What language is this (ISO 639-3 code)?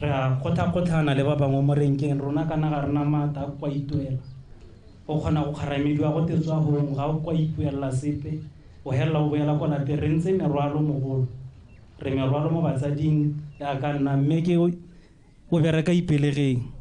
tsn